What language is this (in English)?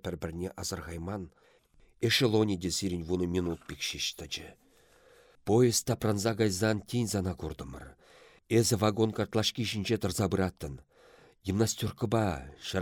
Chuvash